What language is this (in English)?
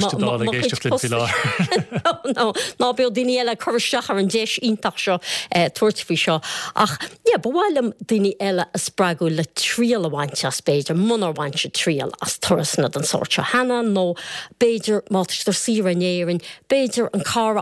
Irish